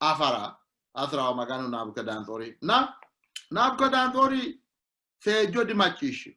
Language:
Sidamo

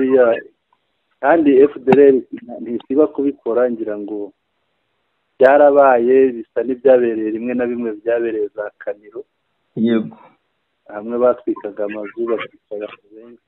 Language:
Kinyarwanda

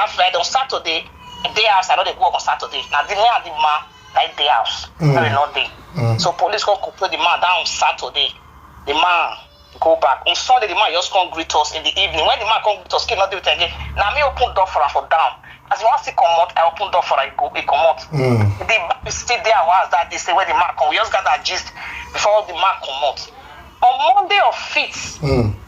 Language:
Nigerian Pidgin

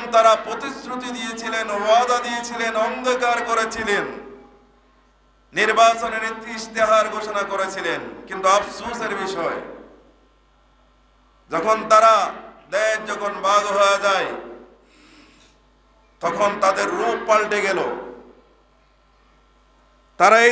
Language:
Bangla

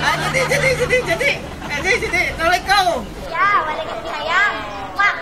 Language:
Minangkabau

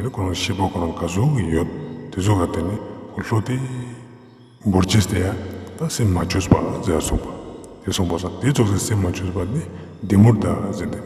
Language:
Ladakhi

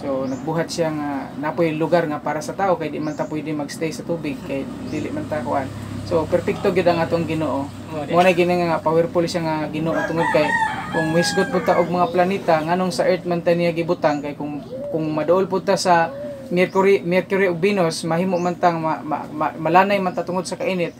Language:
Cebuano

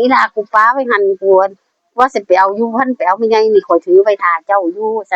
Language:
Northeastern Thai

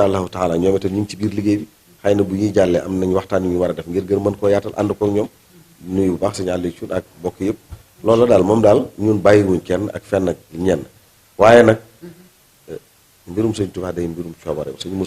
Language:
Wolof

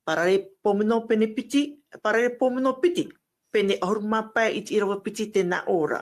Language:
Tahitian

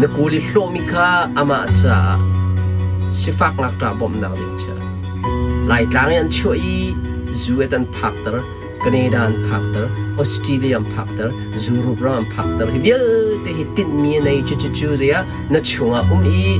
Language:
Hakha Chin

